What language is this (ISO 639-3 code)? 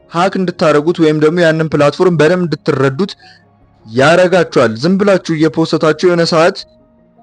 amh